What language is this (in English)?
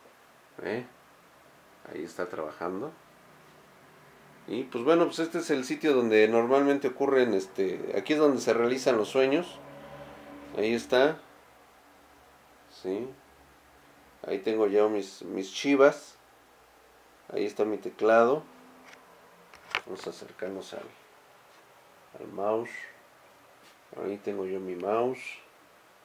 Spanish